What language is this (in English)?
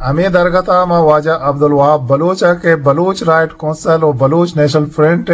Eastern Balochi